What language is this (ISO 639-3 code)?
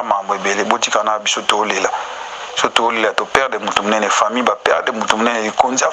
lin